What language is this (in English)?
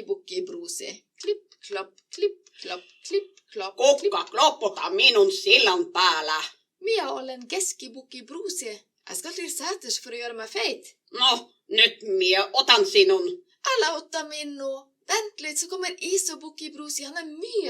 Kven Finnish